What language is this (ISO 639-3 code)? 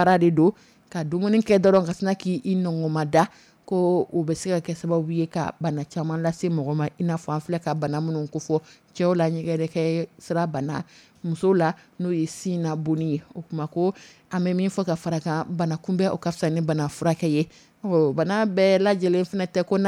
dyu